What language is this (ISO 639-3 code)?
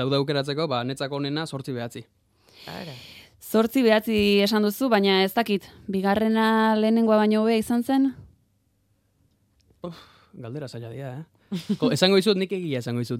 eus